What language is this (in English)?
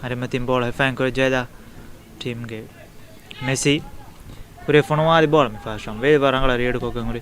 Divehi